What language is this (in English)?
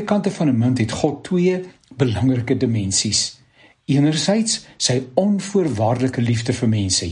Afrikaans